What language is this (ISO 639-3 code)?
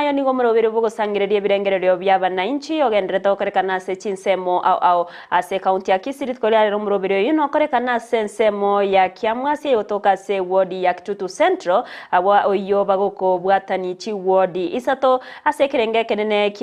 guz